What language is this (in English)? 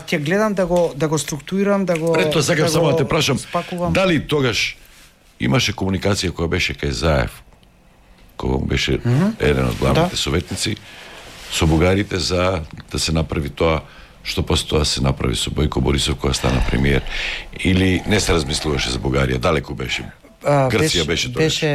Macedonian